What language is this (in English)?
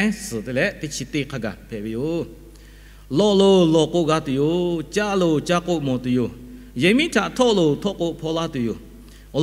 Lahu